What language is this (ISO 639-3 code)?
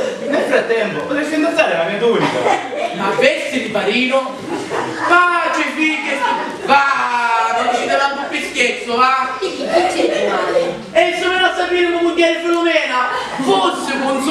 scn